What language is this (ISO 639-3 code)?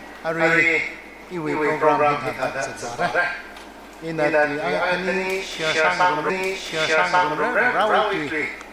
nmf